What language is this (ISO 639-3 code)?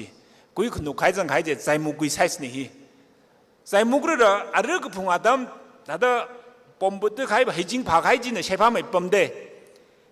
nmf